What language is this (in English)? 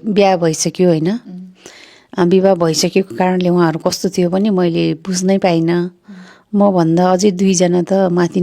Nepali